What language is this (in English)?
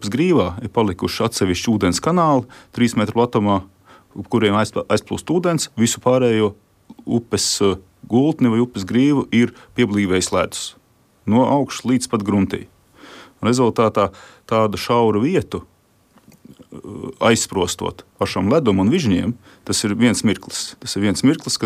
Latvian